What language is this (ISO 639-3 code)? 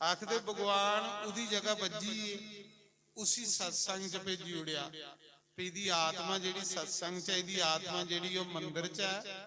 doi